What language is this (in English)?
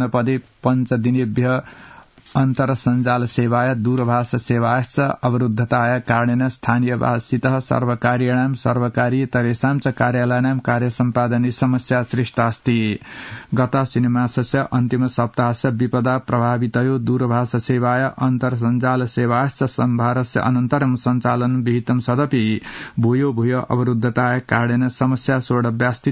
Sanskrit